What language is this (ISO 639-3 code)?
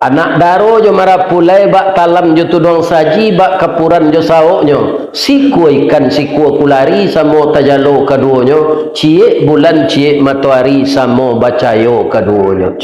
min